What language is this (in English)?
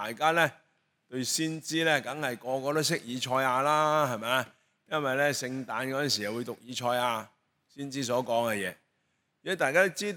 Cantonese